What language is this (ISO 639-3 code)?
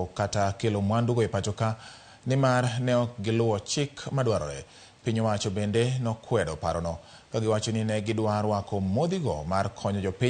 luo